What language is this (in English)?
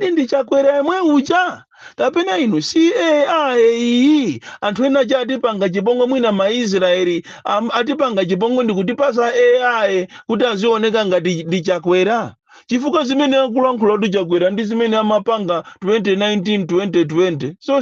Nyanja